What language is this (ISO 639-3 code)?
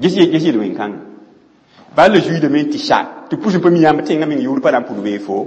mos